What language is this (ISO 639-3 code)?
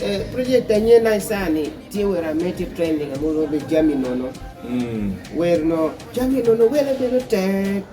kdi